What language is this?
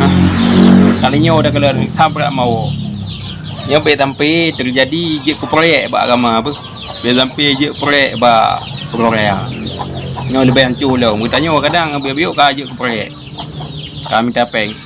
Achinese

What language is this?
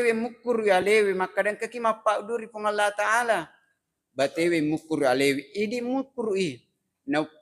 Buginese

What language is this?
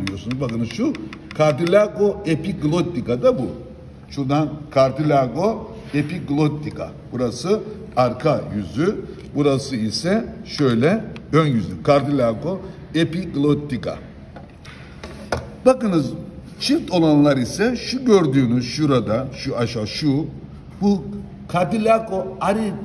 Turkish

